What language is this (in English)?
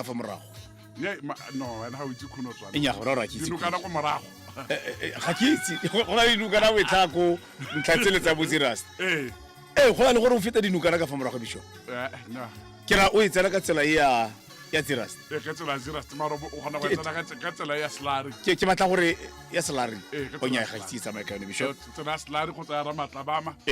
Tswana